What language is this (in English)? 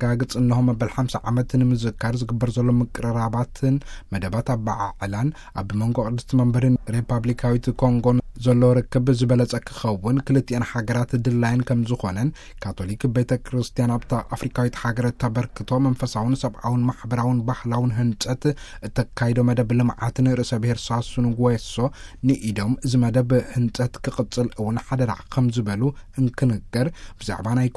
Tigrinya